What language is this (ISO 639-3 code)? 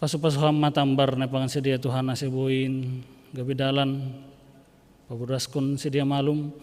bts